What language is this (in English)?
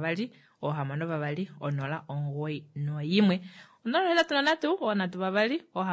Kuanyama